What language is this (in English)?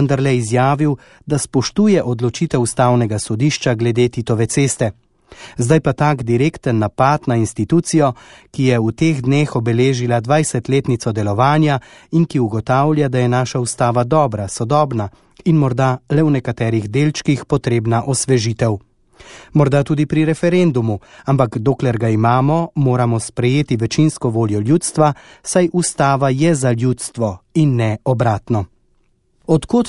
Slovenian